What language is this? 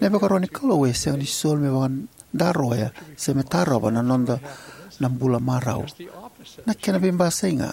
Fijian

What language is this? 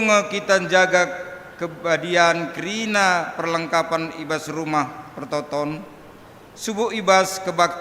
Batak Karo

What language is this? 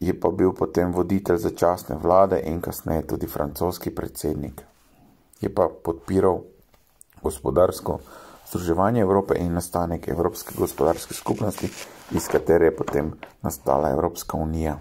Slovenian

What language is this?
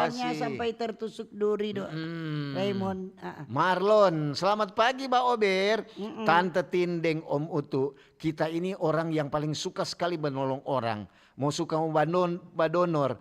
Manado Malay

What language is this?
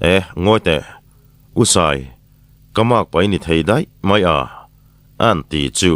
Mizo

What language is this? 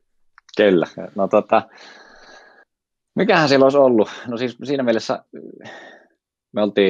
Finnish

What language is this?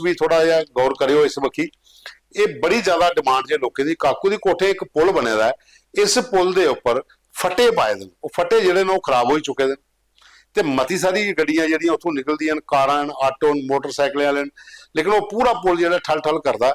Dogri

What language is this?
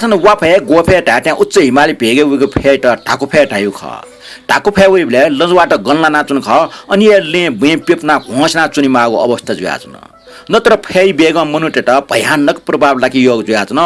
Newari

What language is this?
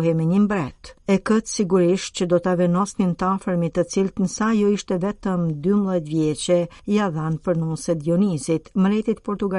Albanian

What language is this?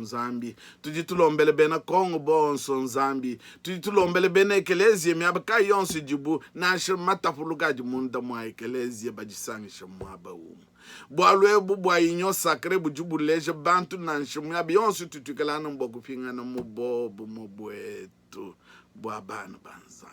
Luba-Lulua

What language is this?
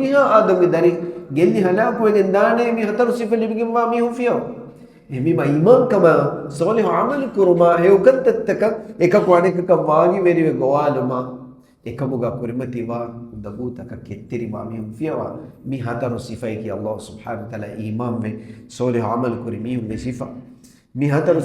Divehi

